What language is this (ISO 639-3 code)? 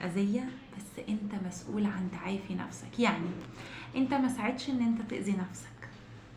arz